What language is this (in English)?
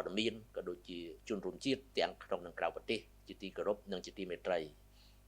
Khmer